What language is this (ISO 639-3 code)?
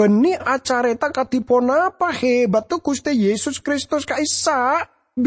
mad